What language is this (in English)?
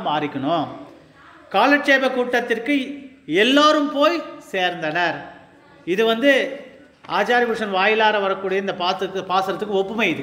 Tamil